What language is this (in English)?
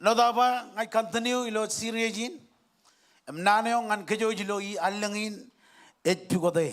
Marshallese